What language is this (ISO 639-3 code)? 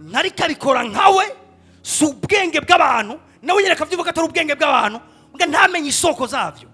run